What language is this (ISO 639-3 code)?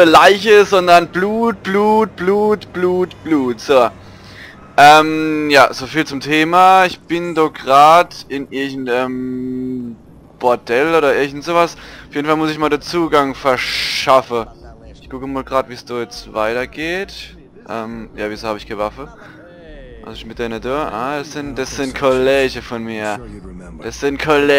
pfl